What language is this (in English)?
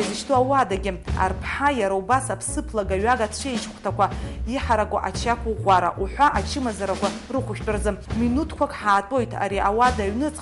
Abkhazian